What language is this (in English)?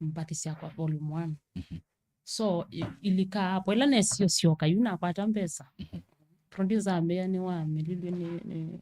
Kamba